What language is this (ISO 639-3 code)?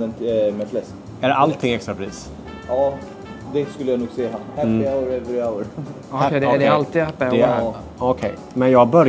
swe